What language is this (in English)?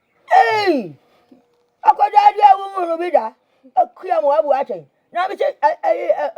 Akan